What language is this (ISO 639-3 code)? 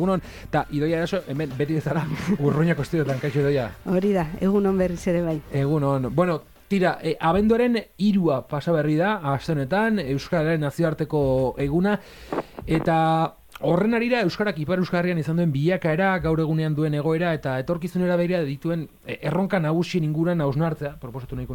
eus